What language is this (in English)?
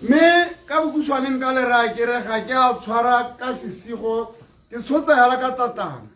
Tswana